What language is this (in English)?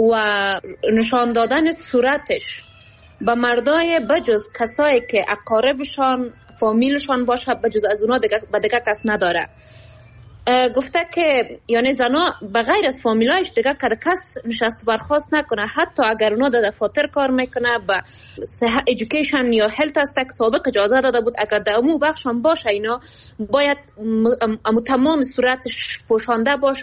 Persian